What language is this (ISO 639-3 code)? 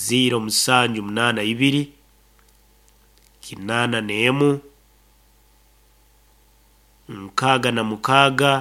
nyo